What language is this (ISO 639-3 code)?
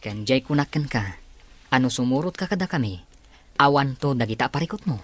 ilo